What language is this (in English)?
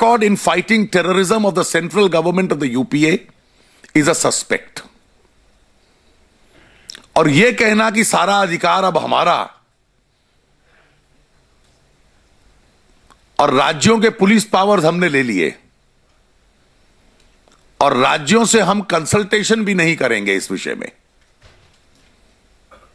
Hindi